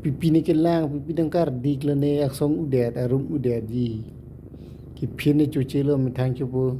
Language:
Karbi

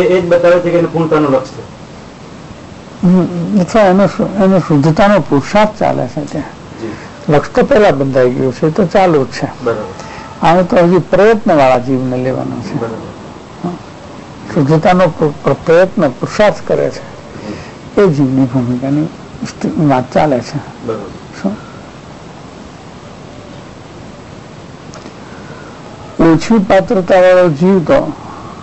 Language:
Gujarati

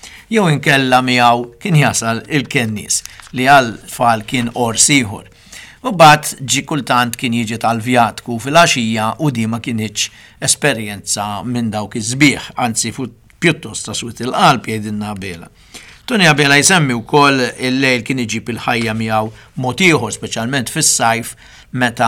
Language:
Maltese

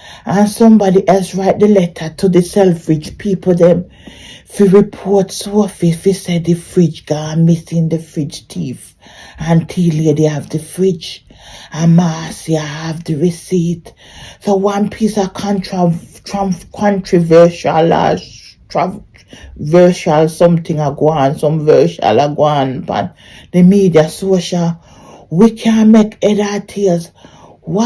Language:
Jamaican Creole English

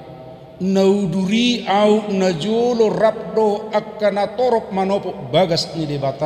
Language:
Batak Toba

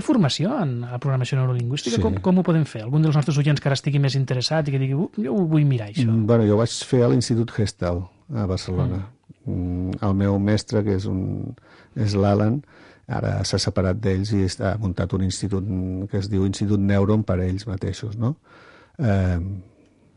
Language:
Catalan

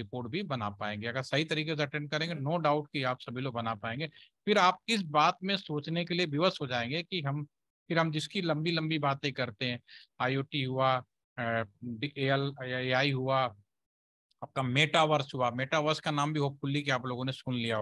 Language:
Hindi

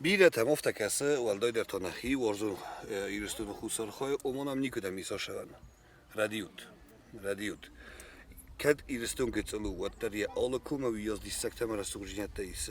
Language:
Ossetic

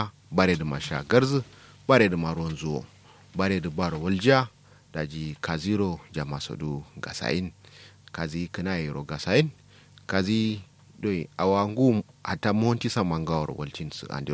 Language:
Kanuri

